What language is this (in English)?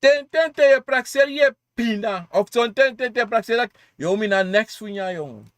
Sranan Tongo